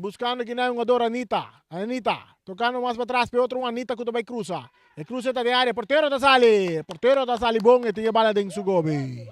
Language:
Papiamento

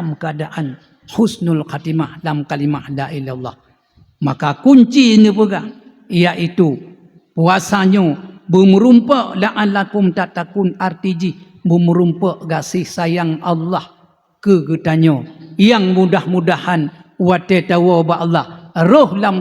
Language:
Achinese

